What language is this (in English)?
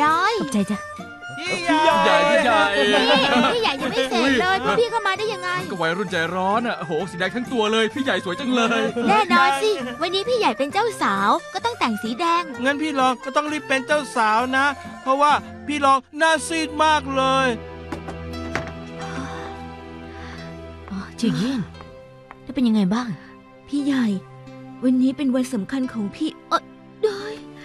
Thai